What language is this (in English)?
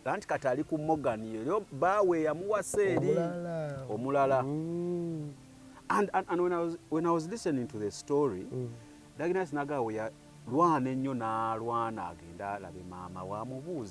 Ganda